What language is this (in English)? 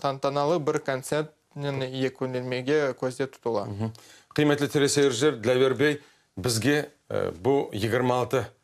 Crimean Tatar